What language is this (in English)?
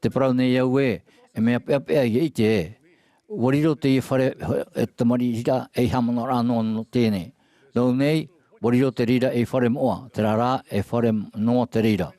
Tahitian